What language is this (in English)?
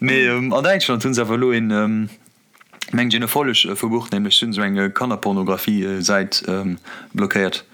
Luxembourgish